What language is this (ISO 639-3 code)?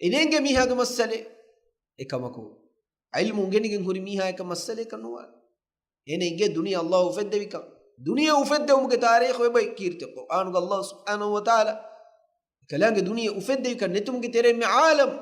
div